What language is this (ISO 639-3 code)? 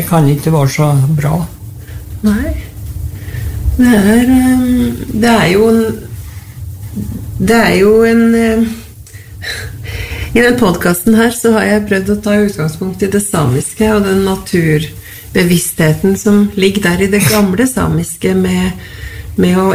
nor